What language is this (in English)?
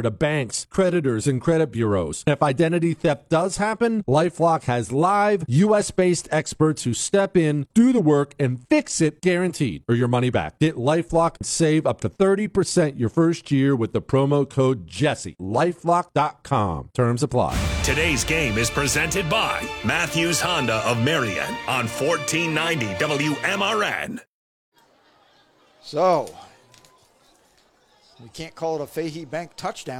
English